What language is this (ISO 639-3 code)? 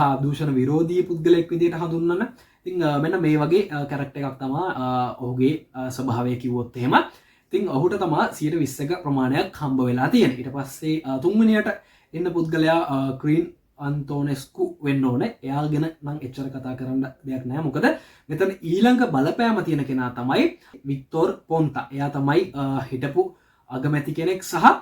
sin